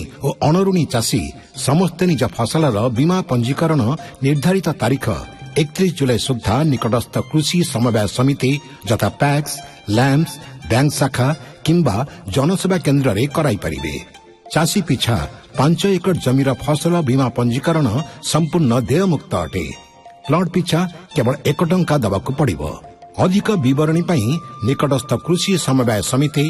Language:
Odia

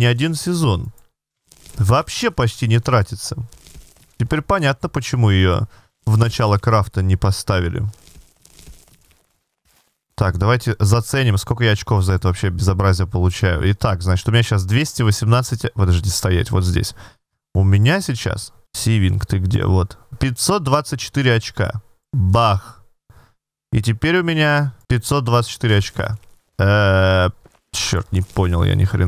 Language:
Russian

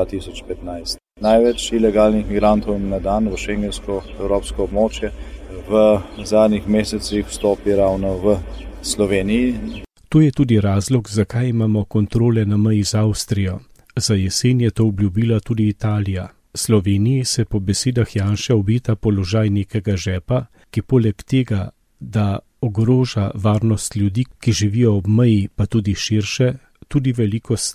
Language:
Slovenian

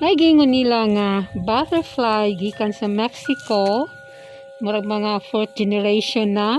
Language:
Cebuano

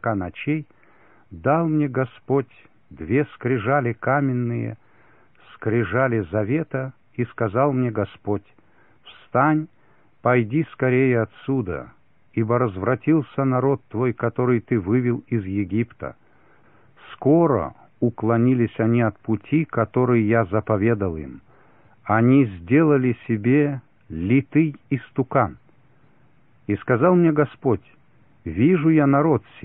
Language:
Russian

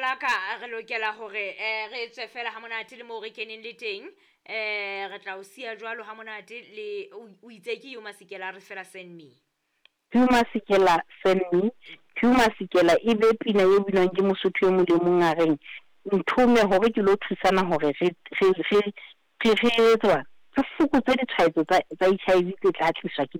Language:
Southern Sotho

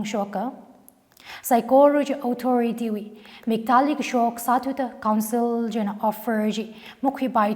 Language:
Tangkhul Naga (India)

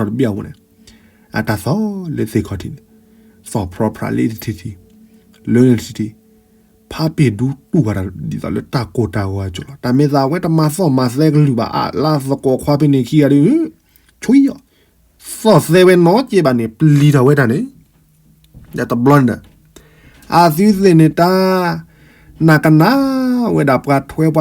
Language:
S'gaw Karen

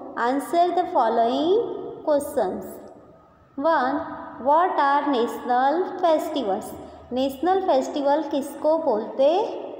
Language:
Hindi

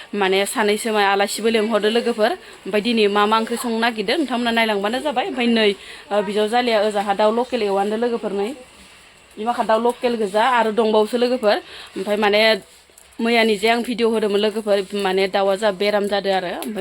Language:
Bodo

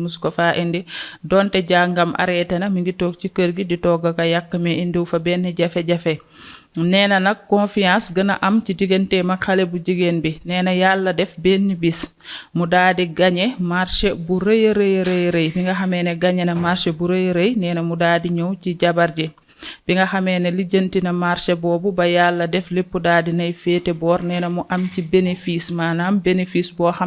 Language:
Wolof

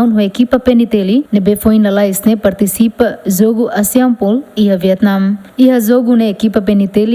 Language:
Tetum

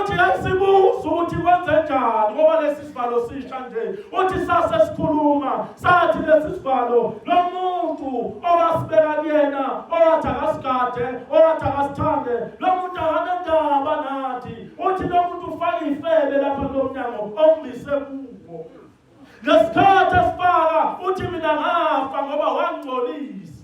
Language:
Zulu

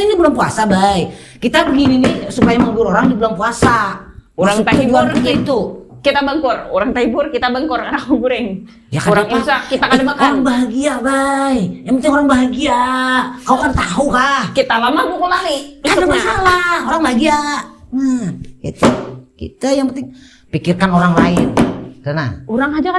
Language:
Banjar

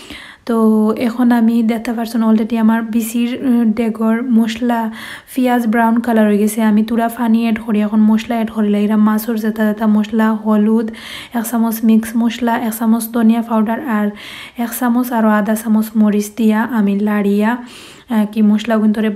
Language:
Sylheti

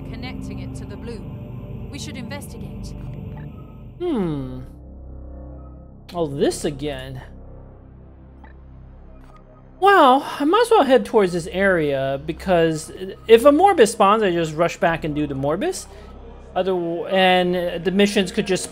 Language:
English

